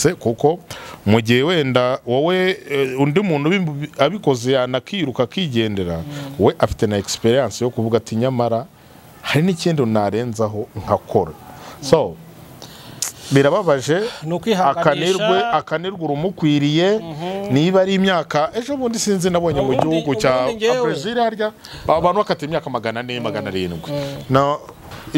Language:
Kinyarwanda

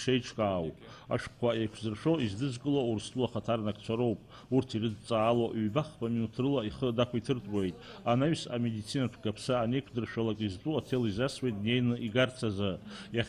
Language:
Abkhazian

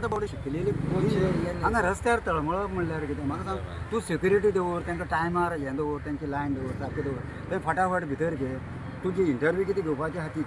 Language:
Konkani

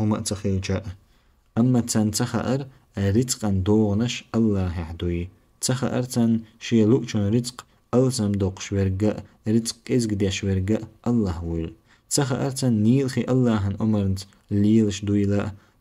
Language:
Chechen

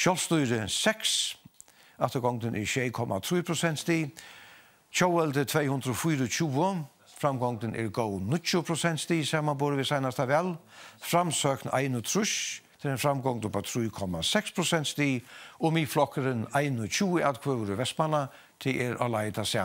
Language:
Faroese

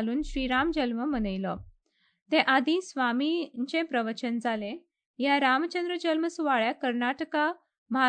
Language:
Konkani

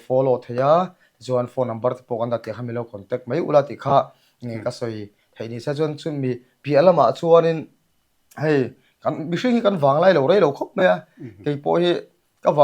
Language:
Mizo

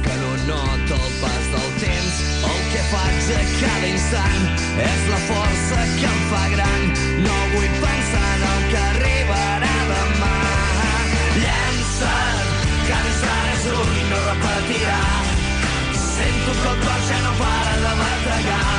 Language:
Catalan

